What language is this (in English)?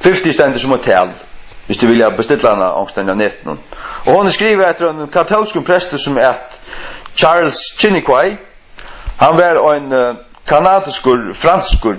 Faroese